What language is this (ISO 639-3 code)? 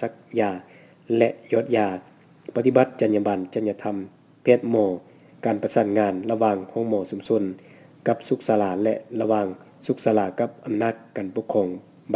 lao